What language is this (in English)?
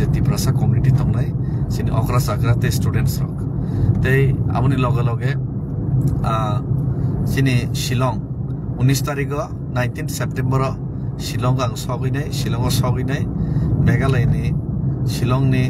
Kok Borok